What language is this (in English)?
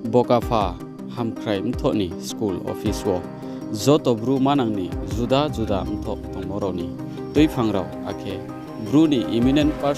Riang (India)